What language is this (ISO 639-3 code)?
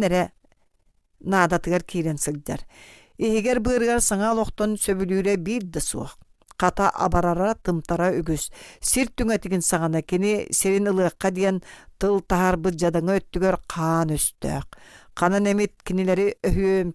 sah